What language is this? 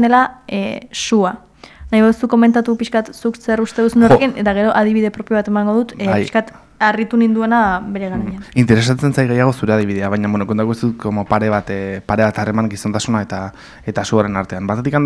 Basque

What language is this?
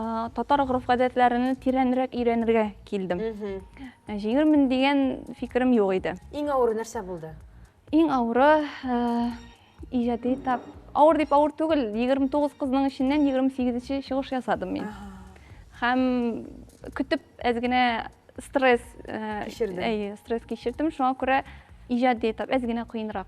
Tatar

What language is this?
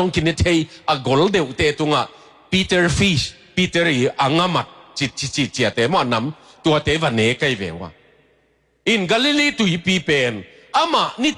Tedim Chin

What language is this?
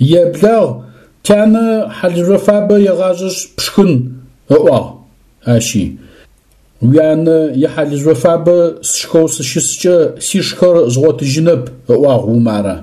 Adyghe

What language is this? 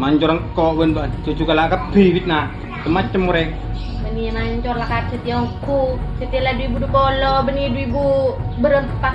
Madurese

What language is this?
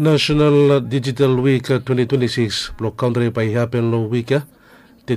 Bislama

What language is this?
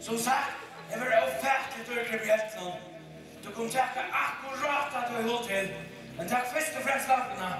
Faroese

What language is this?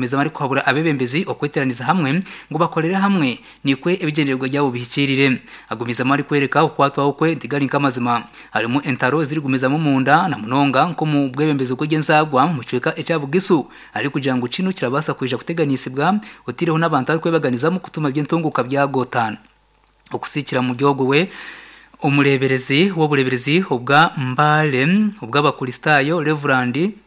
Nyankole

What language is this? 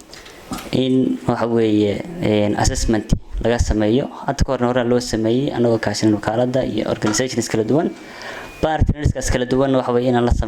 Somali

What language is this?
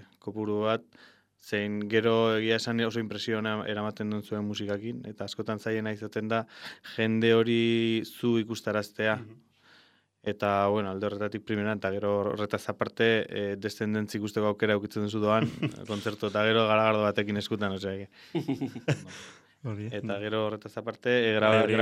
Basque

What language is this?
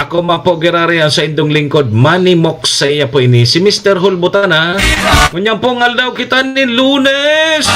Bikol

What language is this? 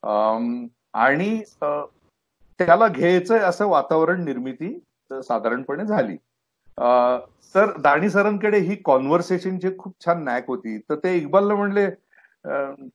Marathi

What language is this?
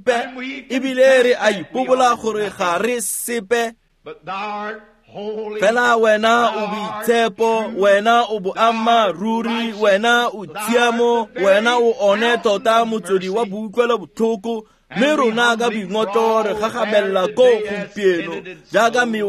Tswana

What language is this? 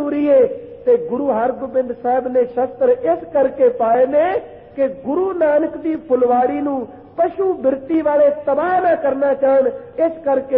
Punjabi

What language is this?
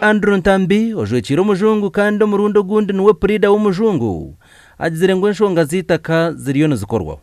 Nyankole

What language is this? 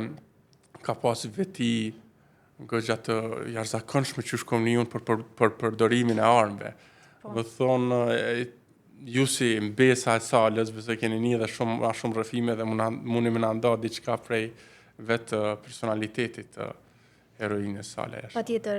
Albanian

